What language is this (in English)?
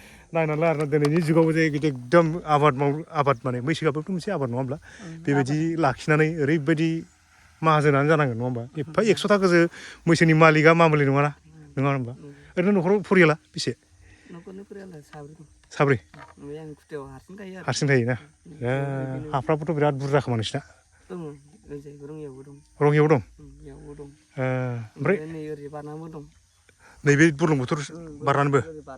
Bodo